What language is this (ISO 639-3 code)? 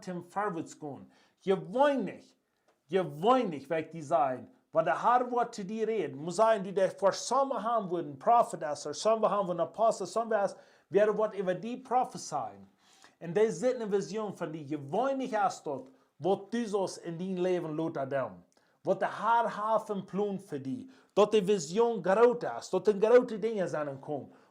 pdt